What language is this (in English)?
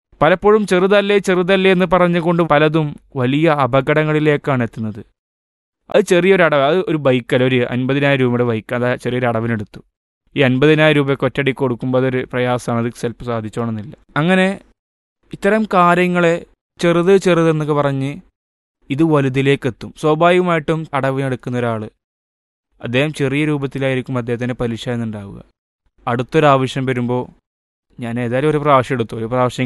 Malayalam